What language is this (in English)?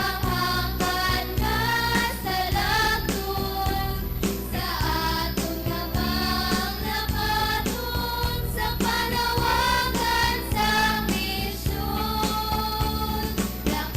Hiligaynon